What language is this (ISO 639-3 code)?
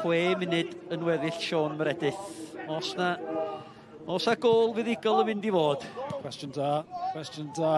cym